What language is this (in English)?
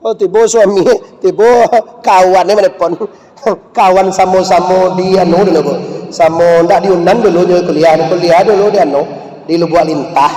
Minangkabau